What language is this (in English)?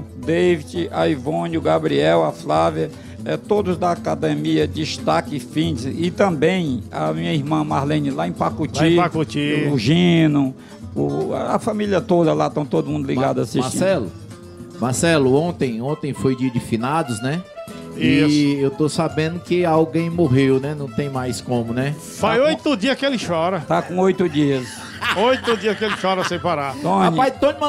Portuguese